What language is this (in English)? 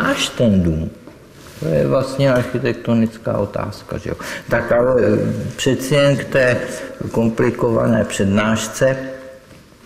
Czech